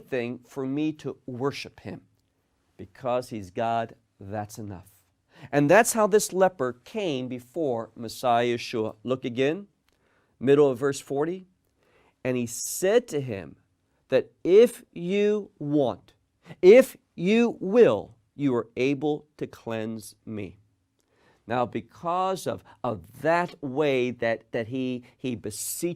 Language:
English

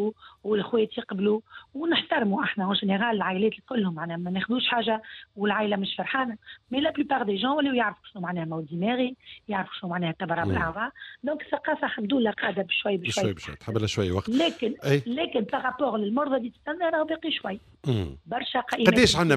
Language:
Tunisian Arabic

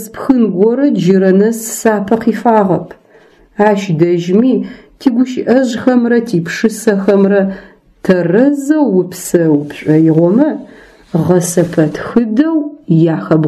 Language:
Adyghe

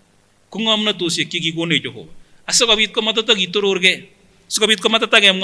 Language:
Kipsigis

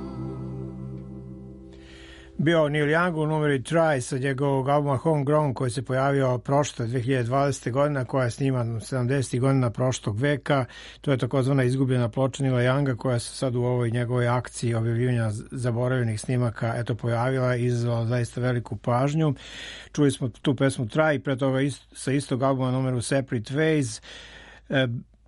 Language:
Serbian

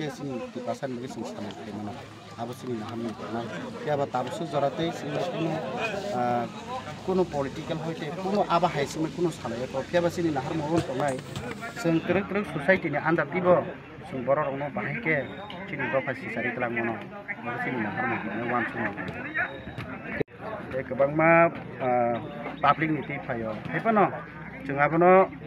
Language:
Kok Borok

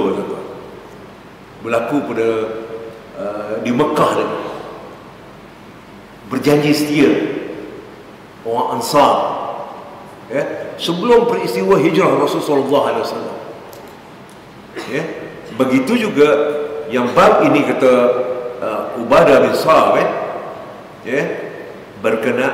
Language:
Malay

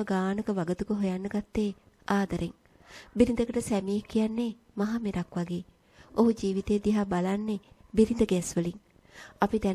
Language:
Sinhala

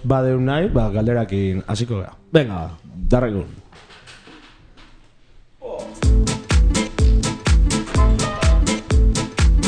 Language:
Basque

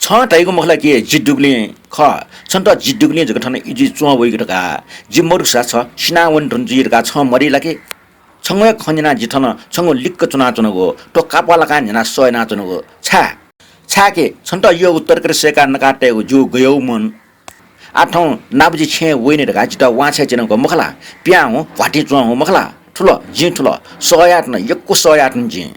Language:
Newari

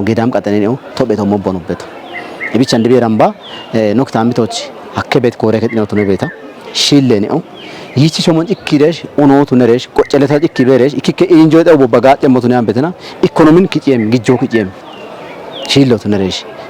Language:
Kafa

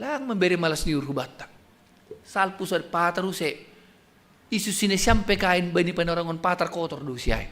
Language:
Batak Simalungun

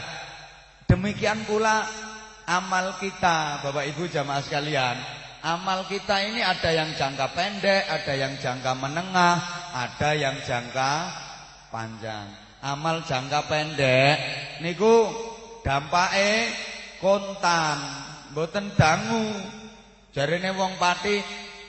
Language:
Javanese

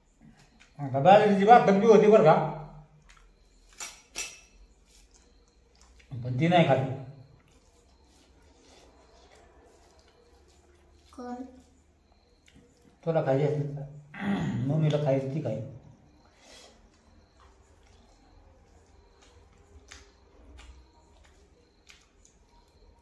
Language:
Marathi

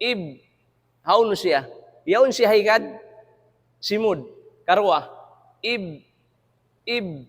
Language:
Tausug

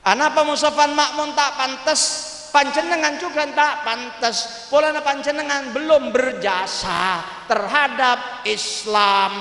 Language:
Madurese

